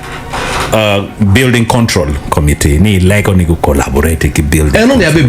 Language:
Acoli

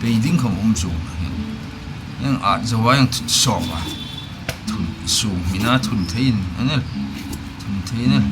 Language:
Hmar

